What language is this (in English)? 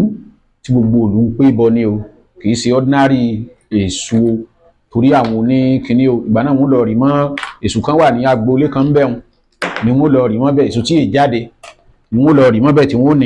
Yoruba